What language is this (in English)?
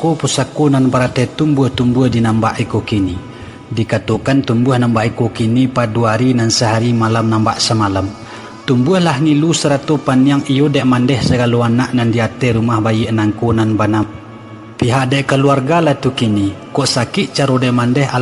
Minangkabau